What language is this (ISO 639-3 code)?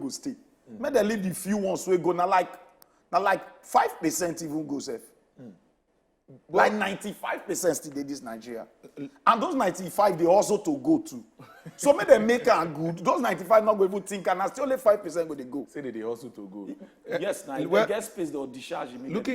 pcm